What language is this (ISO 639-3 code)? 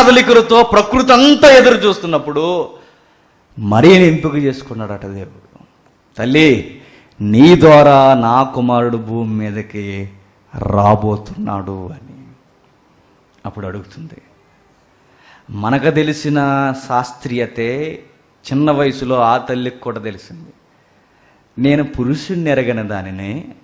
tel